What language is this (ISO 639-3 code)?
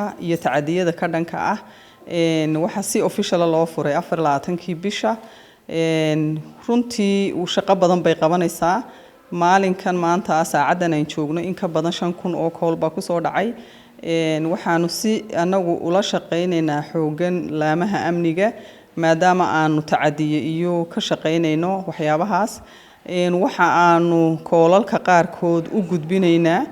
som